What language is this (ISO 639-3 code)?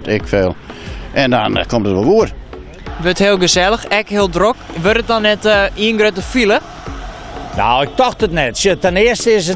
fry